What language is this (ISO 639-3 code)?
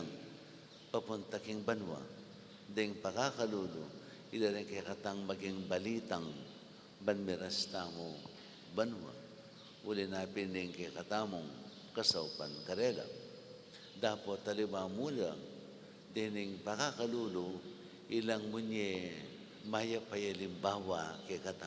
pam